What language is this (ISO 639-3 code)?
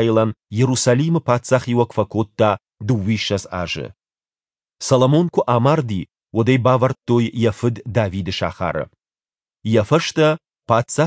oss